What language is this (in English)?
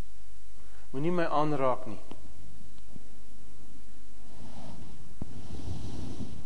Afrikaans